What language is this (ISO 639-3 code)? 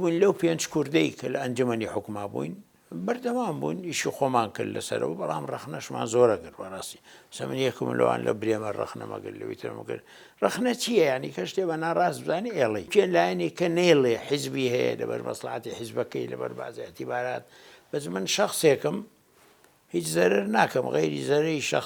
ckb